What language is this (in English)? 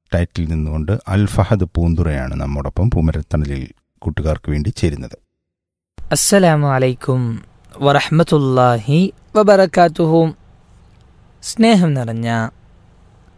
Malayalam